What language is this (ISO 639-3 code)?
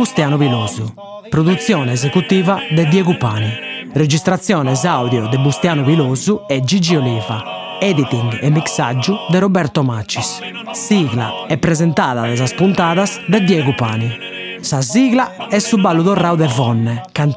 srd